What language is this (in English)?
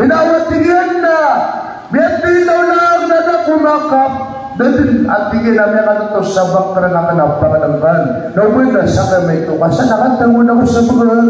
Maranao